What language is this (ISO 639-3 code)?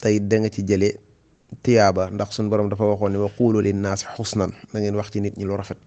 wol